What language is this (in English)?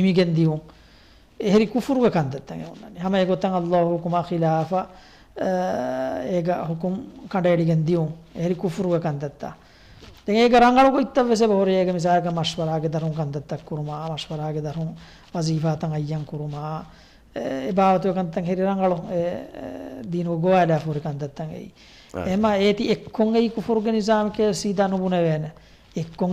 Divehi